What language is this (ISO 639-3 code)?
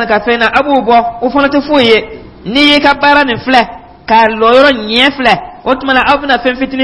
dyu